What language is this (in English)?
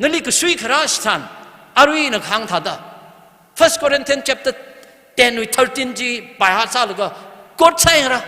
Tangkhul Naga (India)